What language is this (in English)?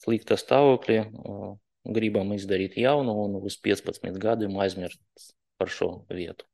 Latvian